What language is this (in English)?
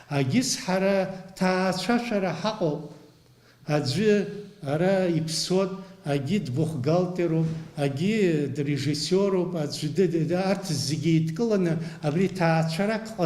Abkhazian